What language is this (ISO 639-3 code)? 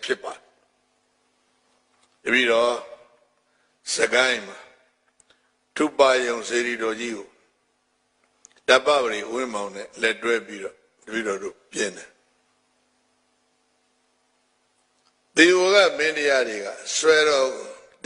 mya